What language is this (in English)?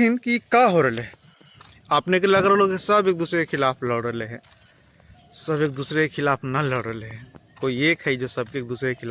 Magahi